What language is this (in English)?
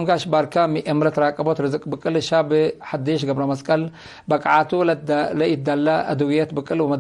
Tigre